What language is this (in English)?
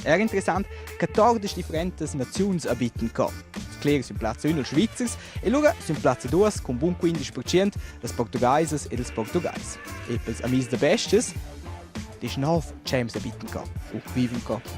Romansh